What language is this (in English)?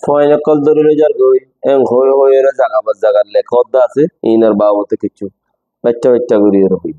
Rohingya